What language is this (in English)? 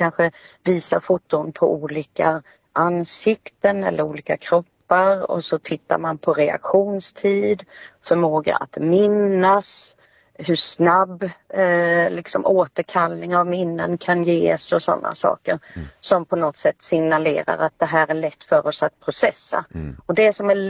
Swedish